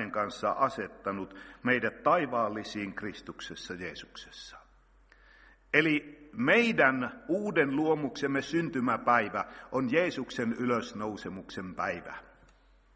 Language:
Finnish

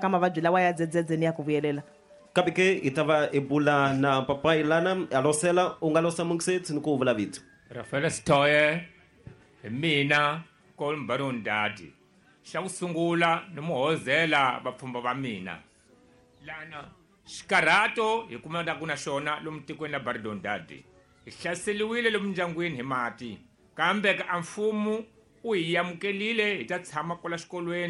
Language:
Tsonga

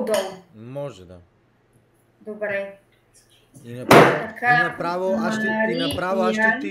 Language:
Bulgarian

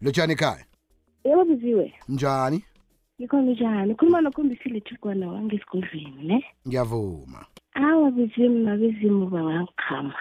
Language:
South Ndebele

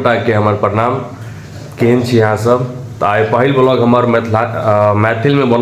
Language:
Maithili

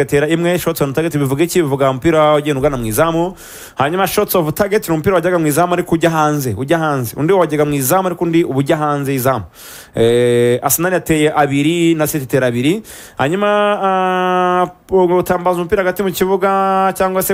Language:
Kinyarwanda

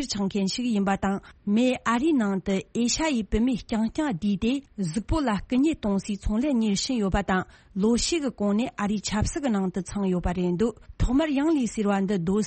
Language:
Tibetan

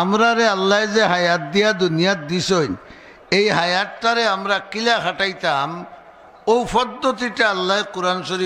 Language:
Sylheti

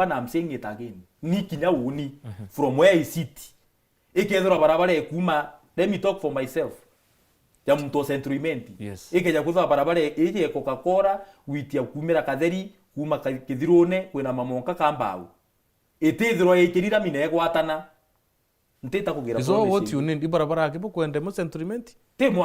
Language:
Meru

